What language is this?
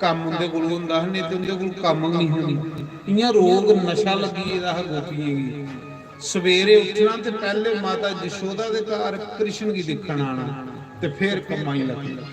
Dogri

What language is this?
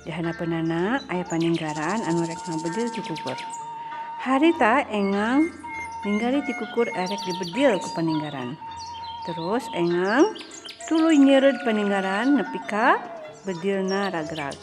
Sundanese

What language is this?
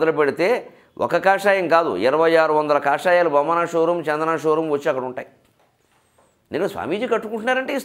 Telugu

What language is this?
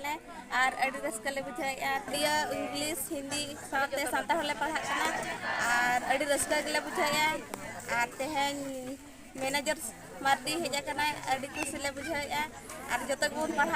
Santali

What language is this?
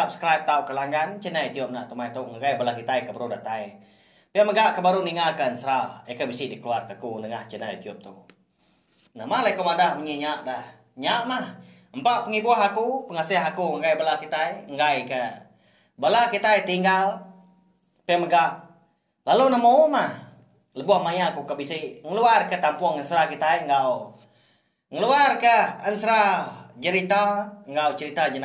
Iban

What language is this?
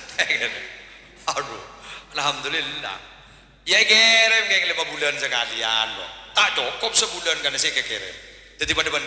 Madurese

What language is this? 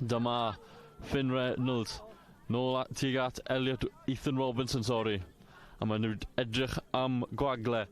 Welsh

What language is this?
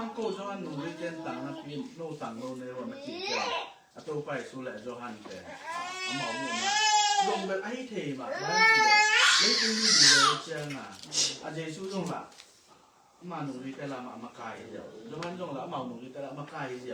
Tedim Chin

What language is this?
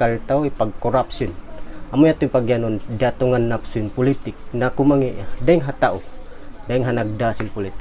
Tausug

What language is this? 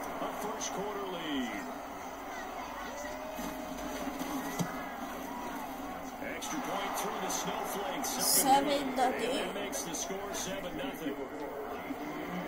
English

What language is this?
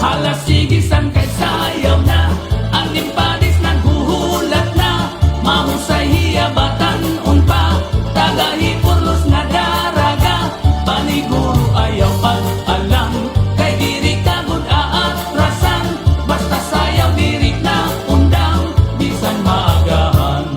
Waray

